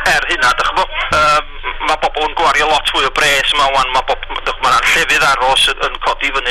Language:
Welsh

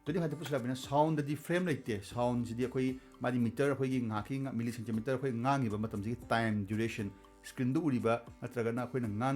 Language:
Manipuri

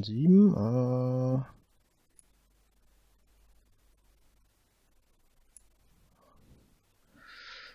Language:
German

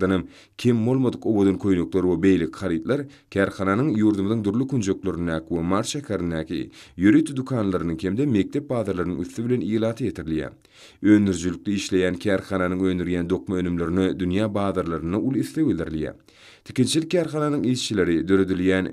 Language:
Turkmen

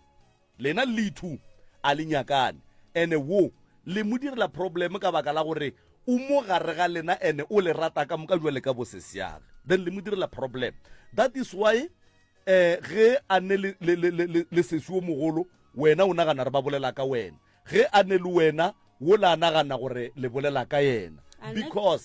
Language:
Northern Sotho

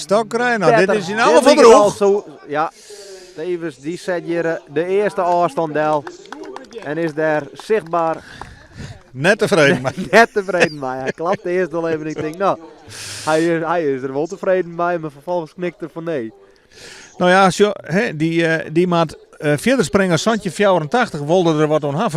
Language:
Western Frisian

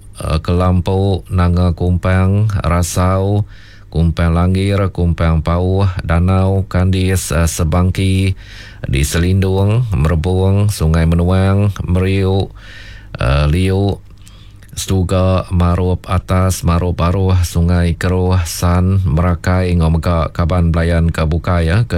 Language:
Iban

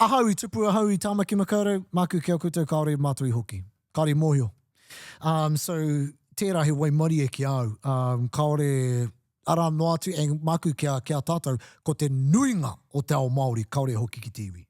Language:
Māori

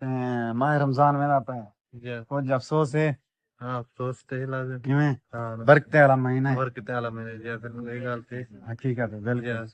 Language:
Saraiki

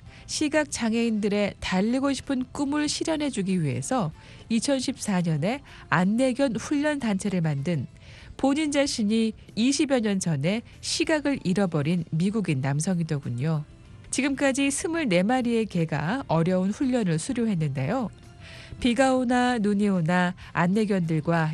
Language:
Korean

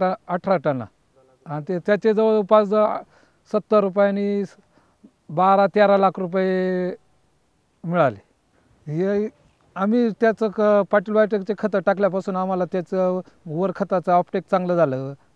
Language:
Marathi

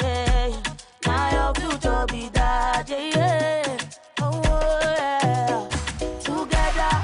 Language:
Nigerian Pidgin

